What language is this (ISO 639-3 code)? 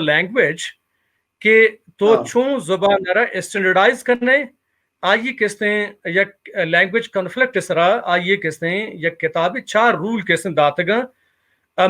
bal